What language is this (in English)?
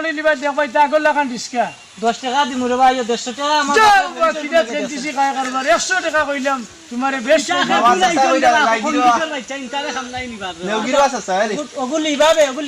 Sylheti